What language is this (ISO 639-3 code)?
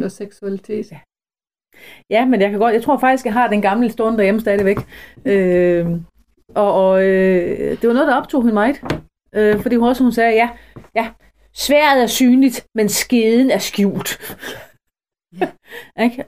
dan